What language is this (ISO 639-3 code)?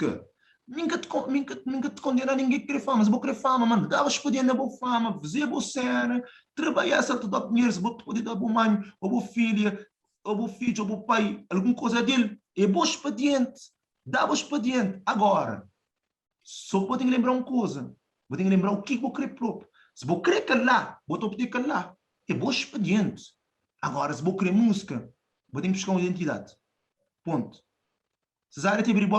kea